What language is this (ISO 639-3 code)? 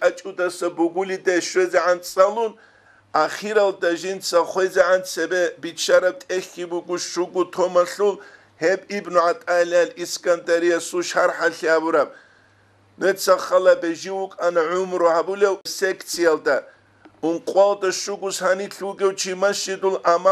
ava